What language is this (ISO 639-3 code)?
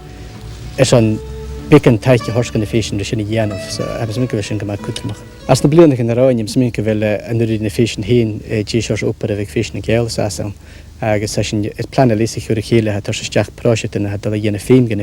gla